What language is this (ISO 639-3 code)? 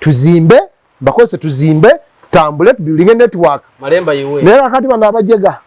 lug